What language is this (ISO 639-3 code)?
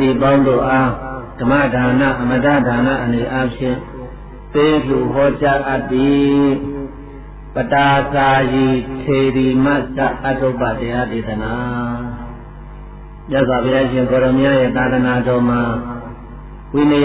mya